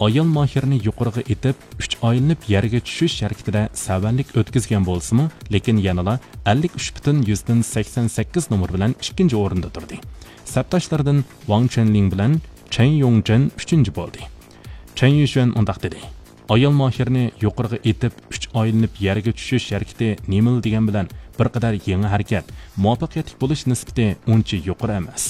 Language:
Uyghur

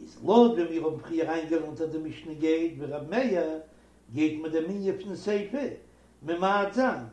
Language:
Yiddish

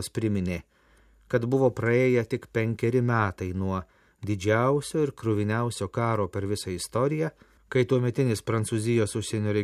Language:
Lithuanian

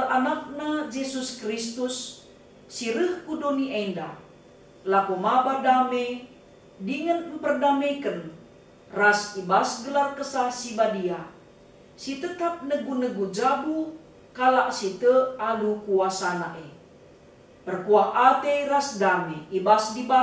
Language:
Batak Karo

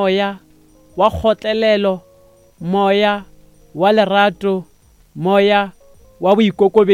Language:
Northern Sotho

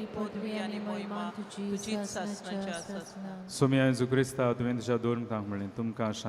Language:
Konkani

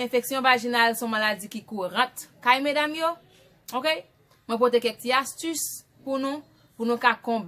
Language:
Haitian Creole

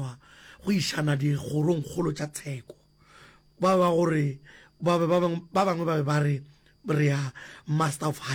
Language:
Northern Sotho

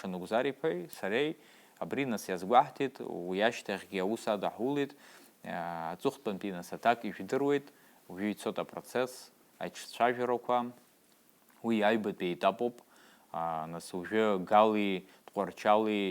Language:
Abkhazian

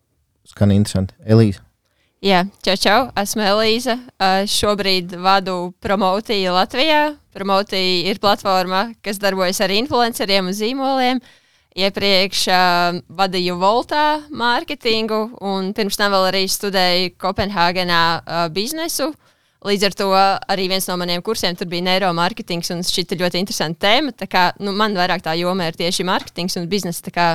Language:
Latvian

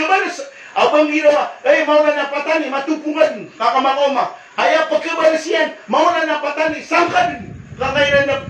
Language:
Maranao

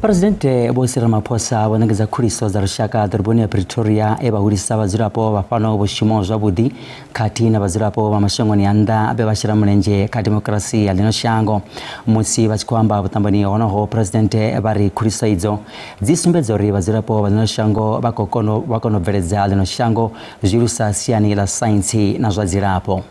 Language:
Venda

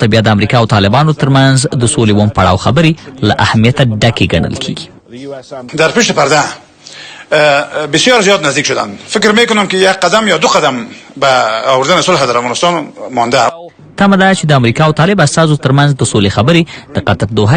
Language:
Pashto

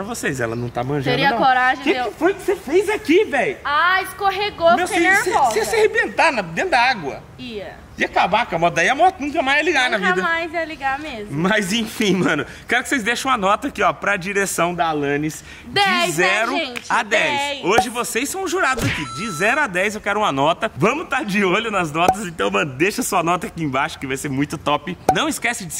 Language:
Portuguese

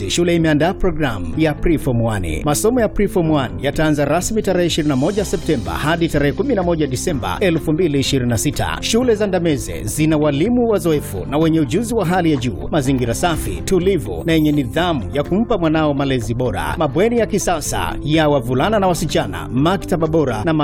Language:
Swahili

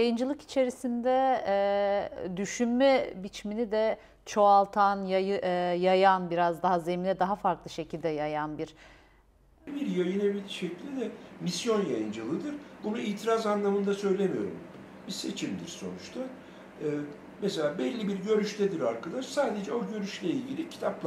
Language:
Turkish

